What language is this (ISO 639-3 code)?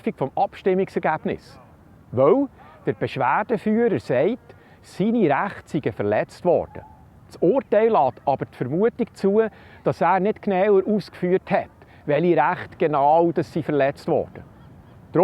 gsw